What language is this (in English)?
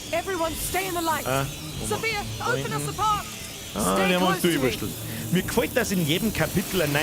Bavarian